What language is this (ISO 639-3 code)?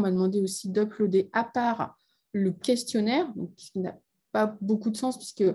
fra